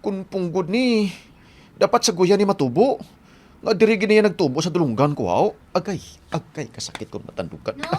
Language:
Hiligaynon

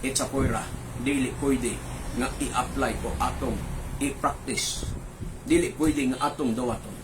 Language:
Cebuano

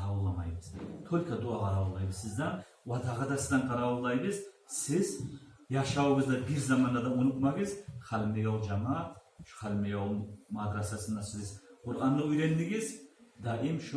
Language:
Kumyk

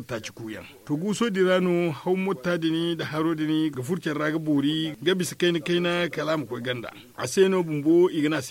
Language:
Zarma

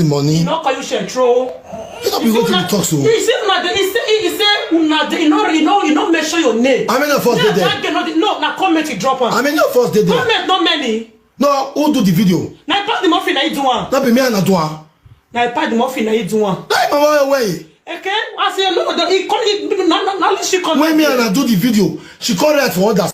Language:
Nigerian Pidgin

